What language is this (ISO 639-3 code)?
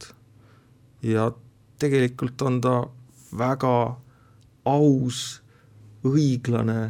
est